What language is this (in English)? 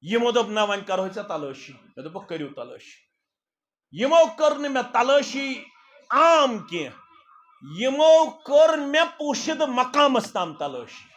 Kashmiri